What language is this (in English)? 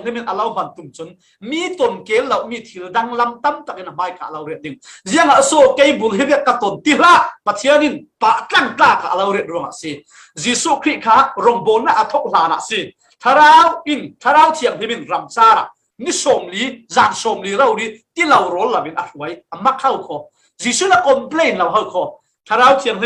Falam Chin